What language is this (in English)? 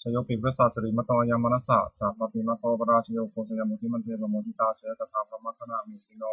Pali